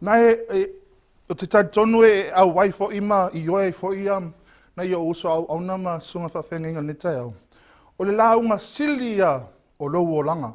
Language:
Samoan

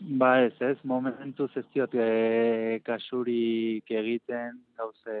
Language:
Basque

